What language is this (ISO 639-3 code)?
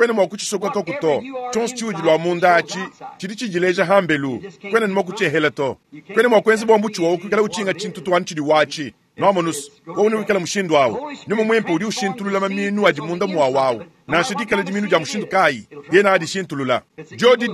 lua